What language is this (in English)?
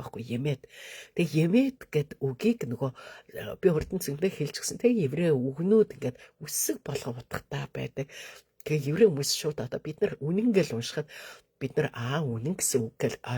Mongolian